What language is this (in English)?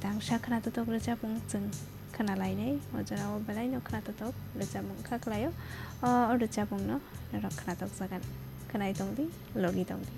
Kok Borok